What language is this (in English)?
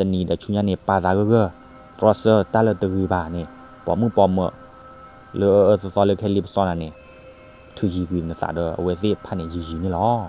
S'gaw Karen